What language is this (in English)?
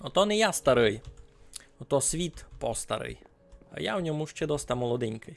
Rusyn